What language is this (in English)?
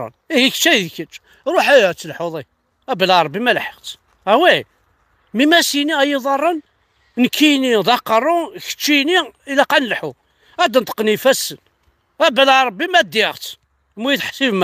Kabyle